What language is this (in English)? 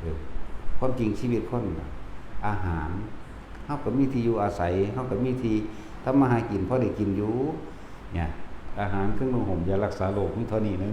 Lao